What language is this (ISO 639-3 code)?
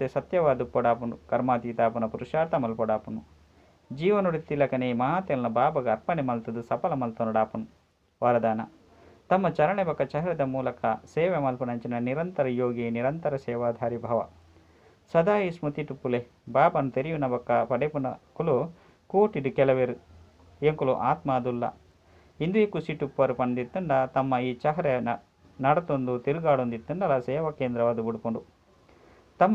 tcy